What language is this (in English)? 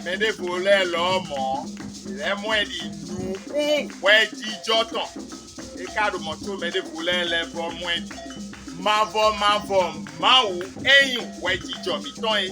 Fon